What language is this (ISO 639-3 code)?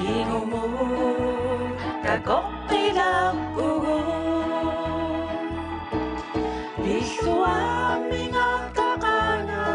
kal